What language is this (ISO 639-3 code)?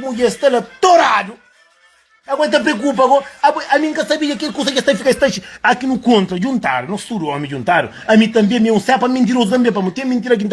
kea